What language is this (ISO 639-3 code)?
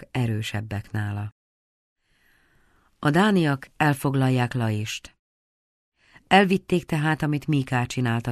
hun